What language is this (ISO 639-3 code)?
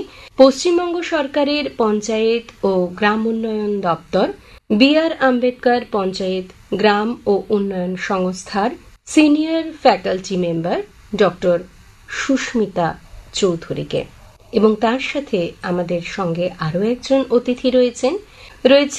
ben